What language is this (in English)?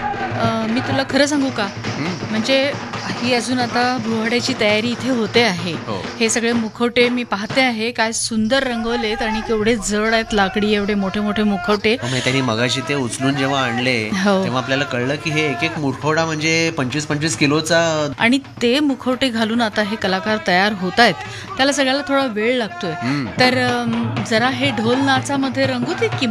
Marathi